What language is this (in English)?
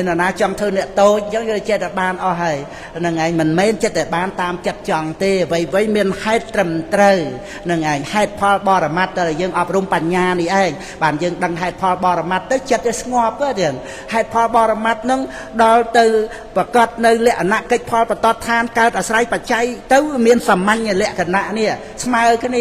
Khmer